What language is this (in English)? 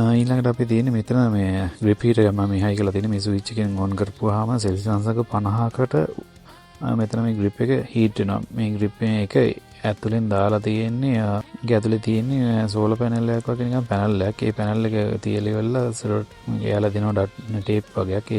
Sinhala